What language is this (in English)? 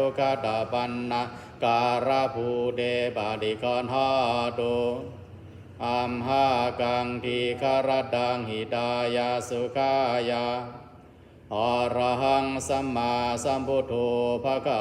Pali